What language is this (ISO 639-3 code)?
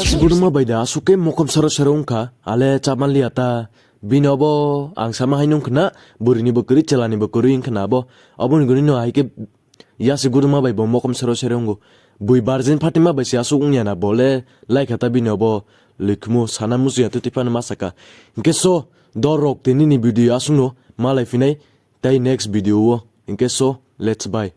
trp